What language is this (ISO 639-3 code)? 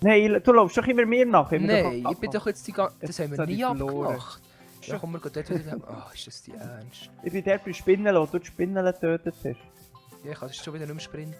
gsw